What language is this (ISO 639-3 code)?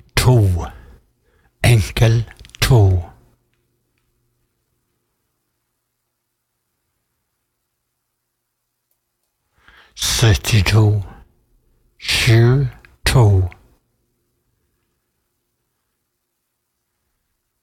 nor